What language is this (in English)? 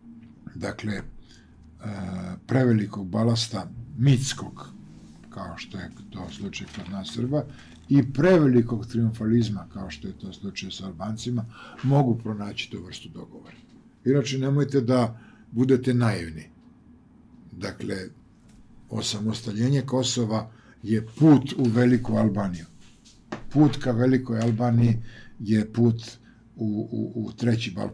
Serbian